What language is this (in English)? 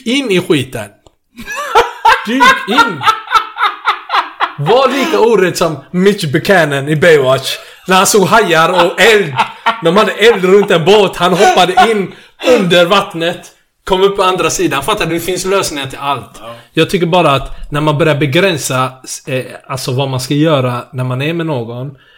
Swedish